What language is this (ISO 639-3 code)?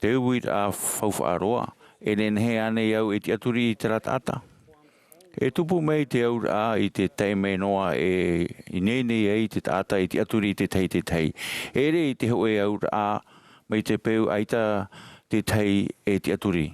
tah